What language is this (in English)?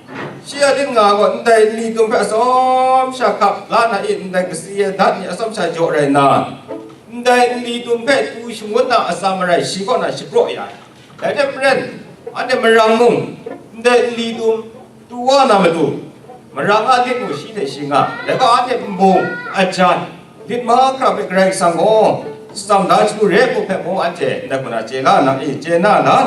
Kachin